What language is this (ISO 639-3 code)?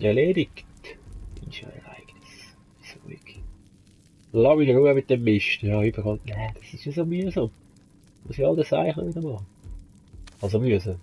gsw